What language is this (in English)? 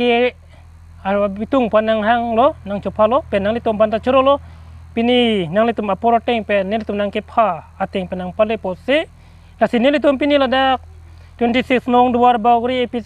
Karbi